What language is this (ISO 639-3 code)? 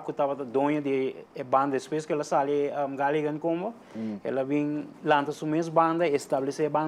pap